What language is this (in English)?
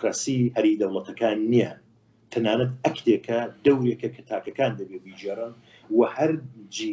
Central Kurdish